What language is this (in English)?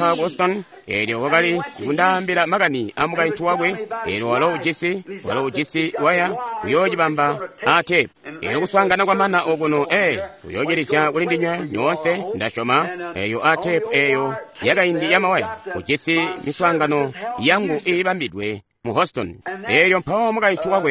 Tonga (Zambia)